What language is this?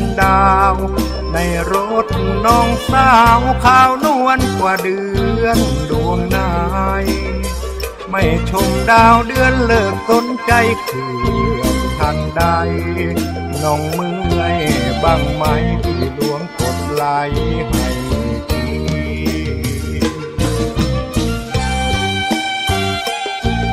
Thai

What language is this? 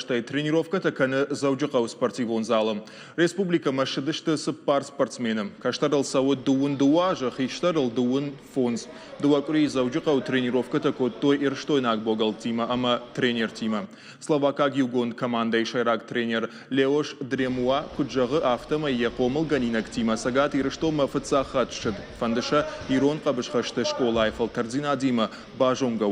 Ossetic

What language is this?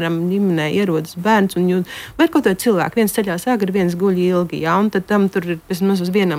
Latvian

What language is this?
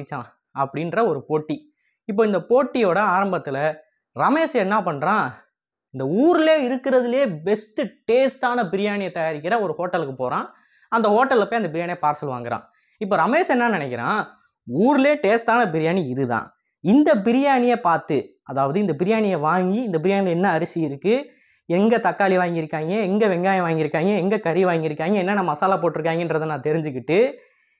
Tamil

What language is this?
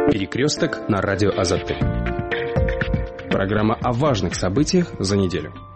Russian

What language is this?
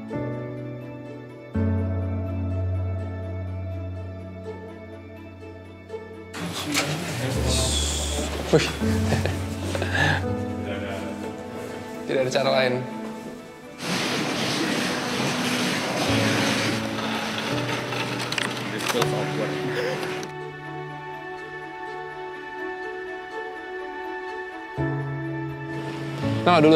Indonesian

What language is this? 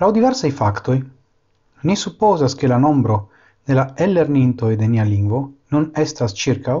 Esperanto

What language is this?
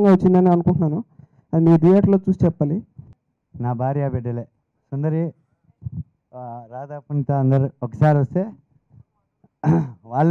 Telugu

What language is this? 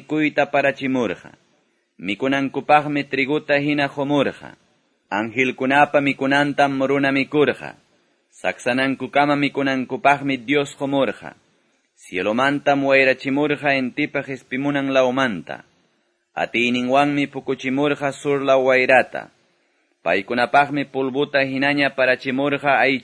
Quechua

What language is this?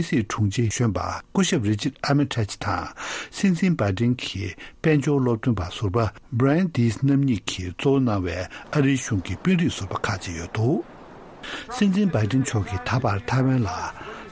Tibetan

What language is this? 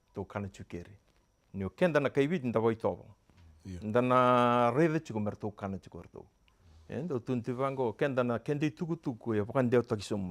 Fijian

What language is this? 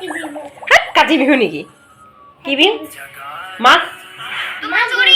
Assamese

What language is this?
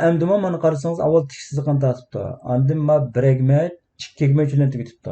Uyghur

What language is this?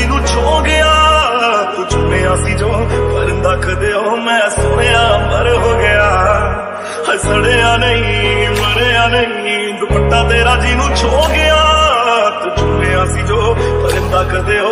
Punjabi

